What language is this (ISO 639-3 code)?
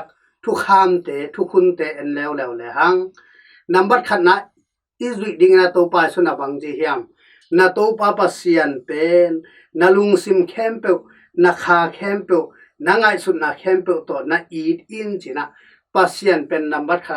ctd